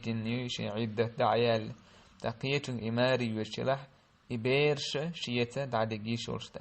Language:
Chechen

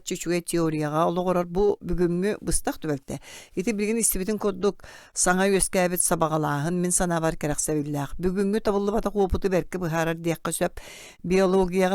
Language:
Yakut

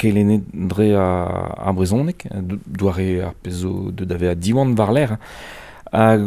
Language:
Breton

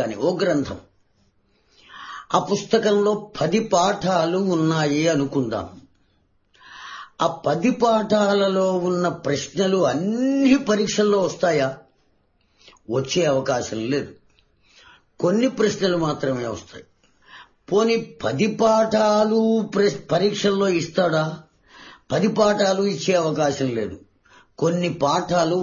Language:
Telugu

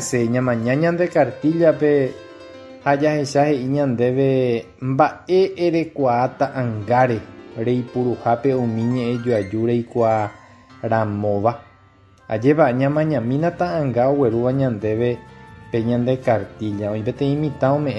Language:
Guarani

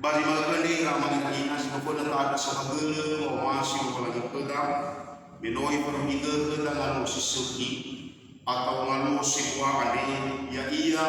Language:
Nias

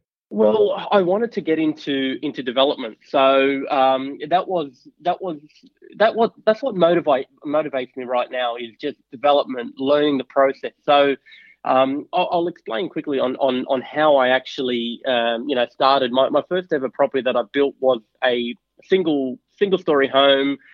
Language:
English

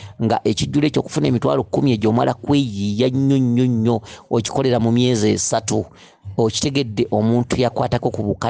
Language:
Ganda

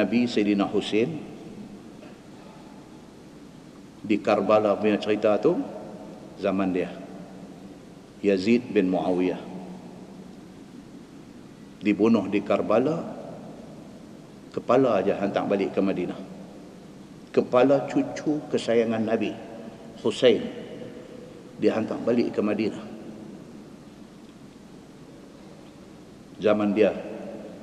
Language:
Malay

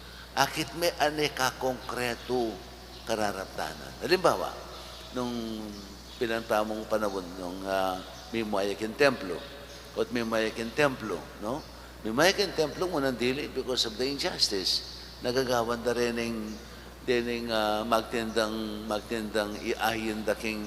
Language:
Pampanga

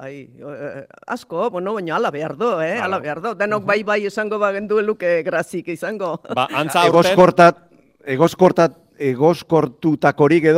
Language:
Basque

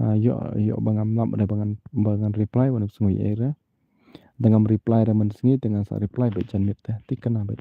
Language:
Khasi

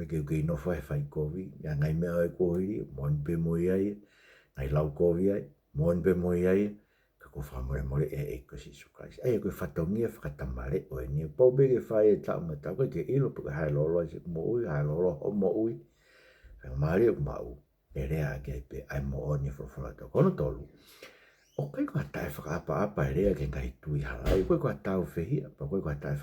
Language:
Tongan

